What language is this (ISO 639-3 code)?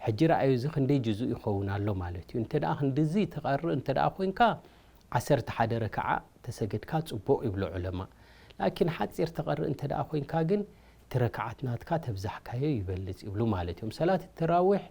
tir